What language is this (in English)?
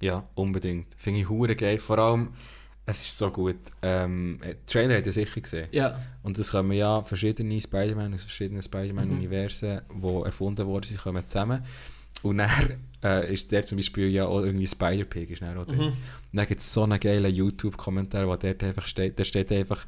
Swiss German